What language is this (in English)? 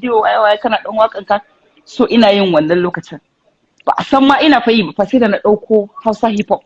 Hausa